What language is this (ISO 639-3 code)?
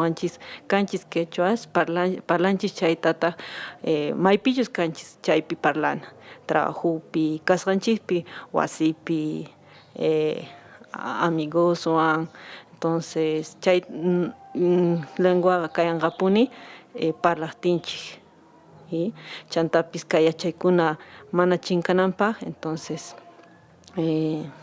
que